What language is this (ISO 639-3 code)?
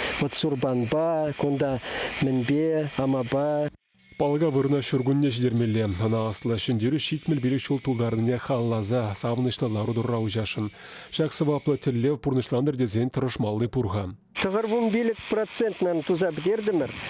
chv